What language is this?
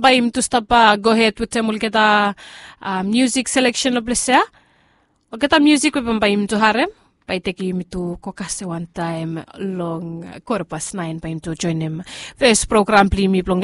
Bislama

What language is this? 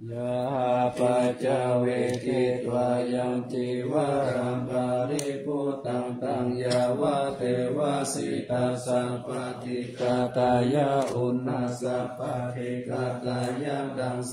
Pali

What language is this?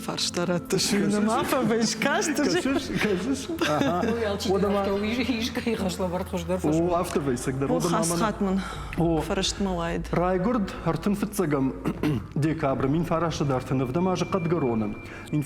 Ossetic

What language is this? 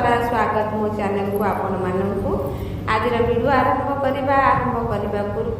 Odia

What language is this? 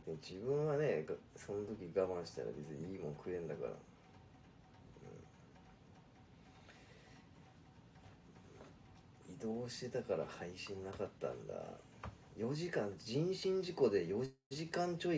Japanese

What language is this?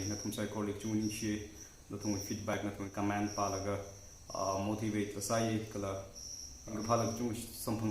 Tangkhul Naga (India)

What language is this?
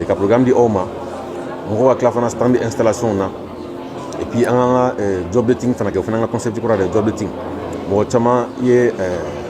Bambara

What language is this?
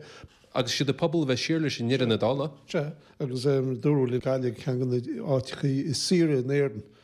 Irish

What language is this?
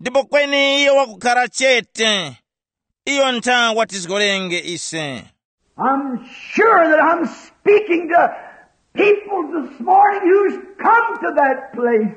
Tumbuka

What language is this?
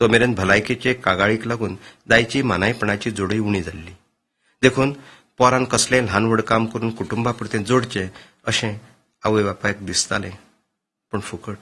Konkani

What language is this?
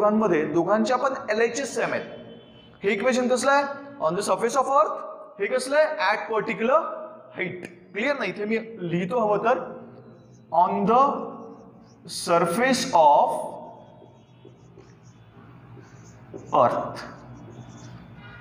Marathi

